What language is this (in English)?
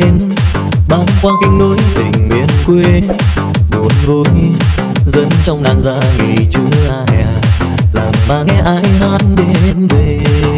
Vietnamese